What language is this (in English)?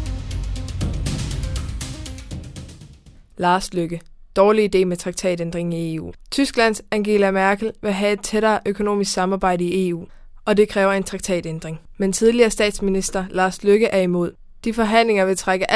Danish